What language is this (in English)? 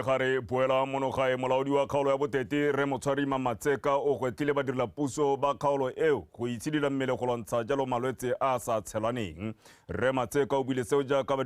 Tswana